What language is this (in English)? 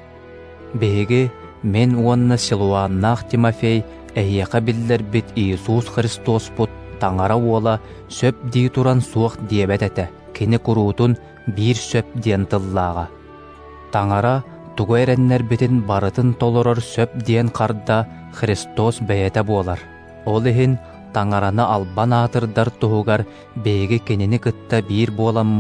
Yakut